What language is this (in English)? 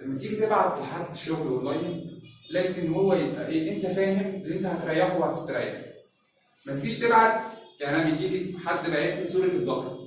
Egyptian Arabic